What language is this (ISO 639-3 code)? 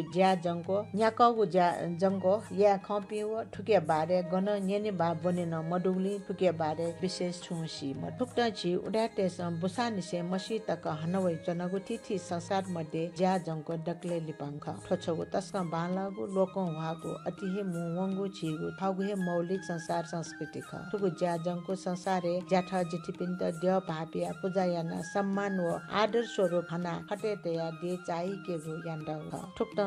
new